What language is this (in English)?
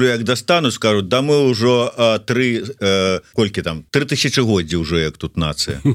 Belarusian